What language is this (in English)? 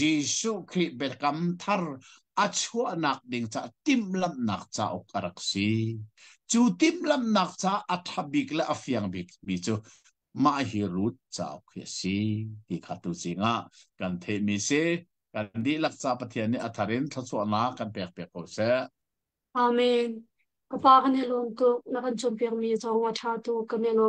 Hakha Chin